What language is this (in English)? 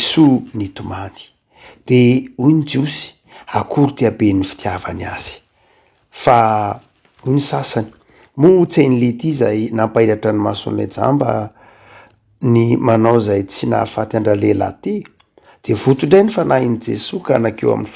Malagasy